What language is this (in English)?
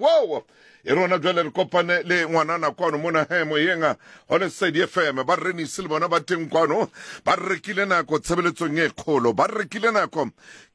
Southern Sotho